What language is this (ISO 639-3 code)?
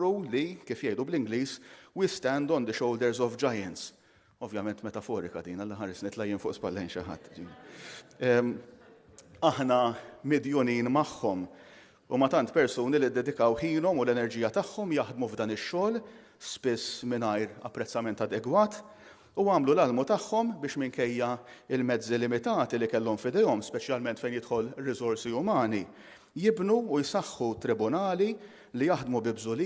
mlt